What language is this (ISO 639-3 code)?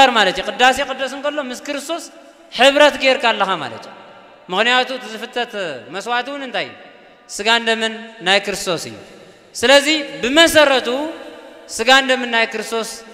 tir